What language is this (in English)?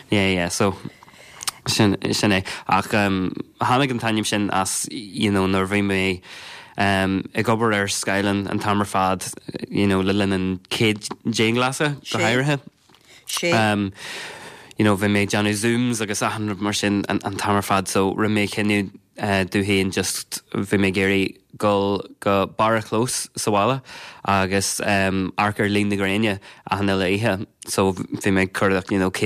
Irish